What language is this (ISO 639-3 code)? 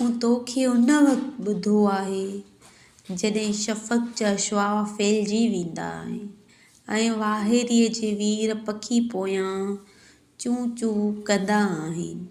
snd